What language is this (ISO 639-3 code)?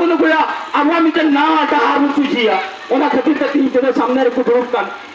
sat